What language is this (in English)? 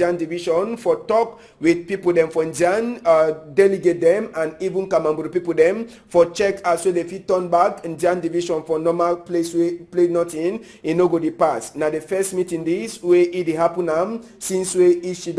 Cameroon Pidgin